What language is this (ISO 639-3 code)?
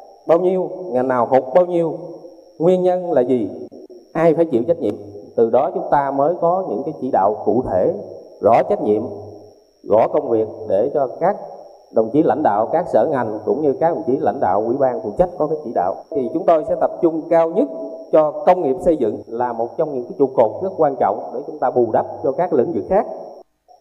vie